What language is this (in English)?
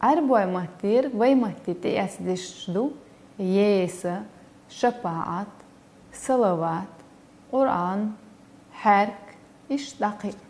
Chechen